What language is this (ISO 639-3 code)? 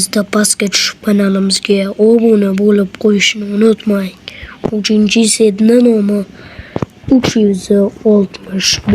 uzb